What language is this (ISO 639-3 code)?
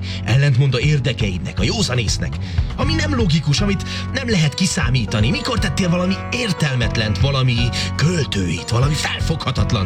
hun